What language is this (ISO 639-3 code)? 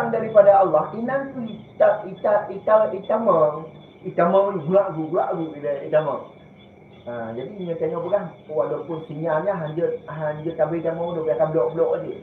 ace